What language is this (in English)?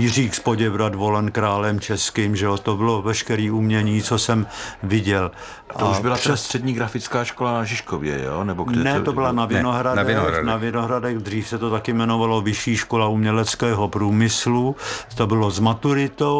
Czech